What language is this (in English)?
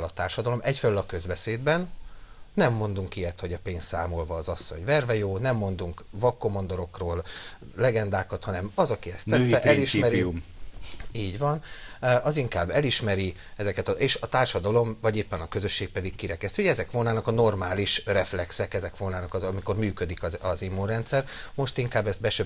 Hungarian